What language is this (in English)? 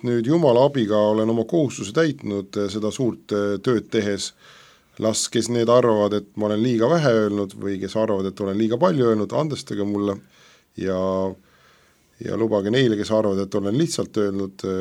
Estonian